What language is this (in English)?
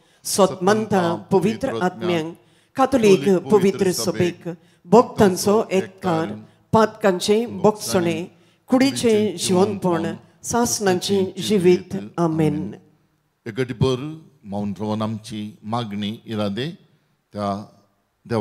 Konkani